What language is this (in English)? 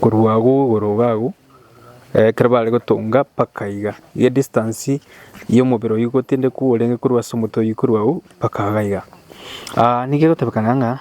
Gusii